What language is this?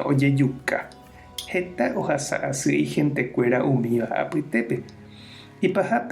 Guarani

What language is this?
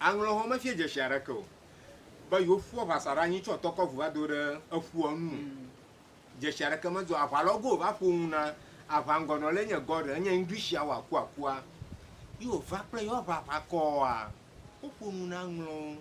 Ewe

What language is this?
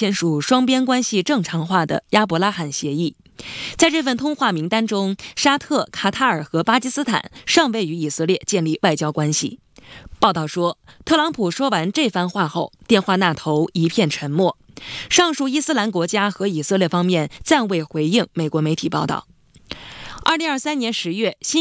Chinese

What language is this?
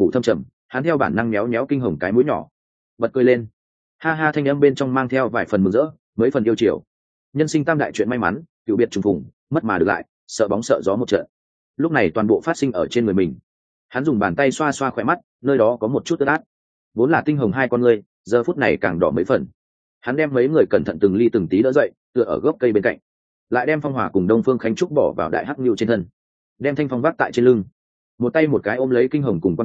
Vietnamese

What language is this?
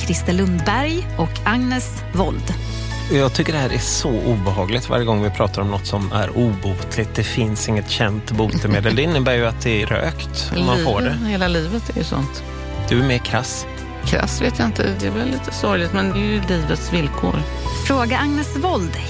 Swedish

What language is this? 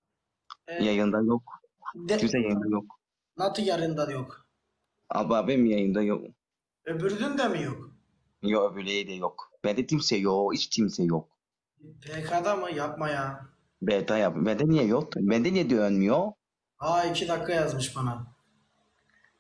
Turkish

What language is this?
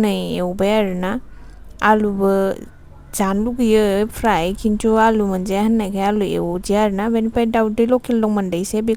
Bodo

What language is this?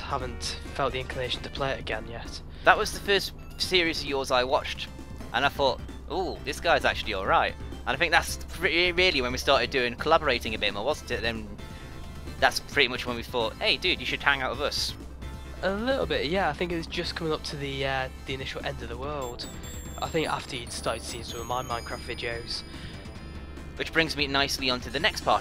English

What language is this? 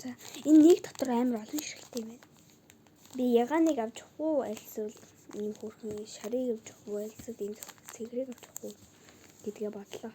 Mongolian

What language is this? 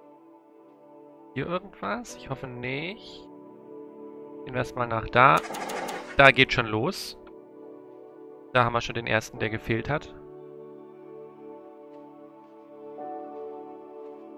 German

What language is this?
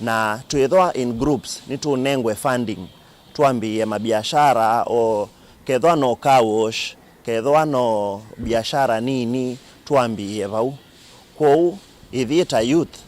Kamba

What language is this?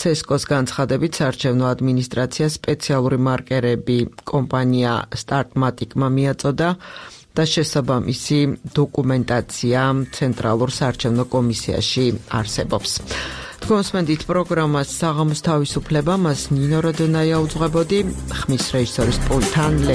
Georgian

